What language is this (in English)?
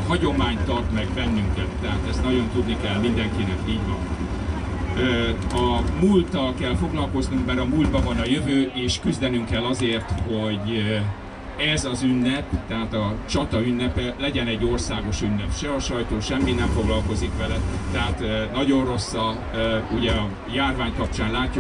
Hungarian